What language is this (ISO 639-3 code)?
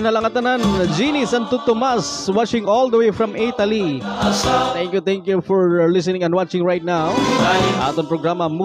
war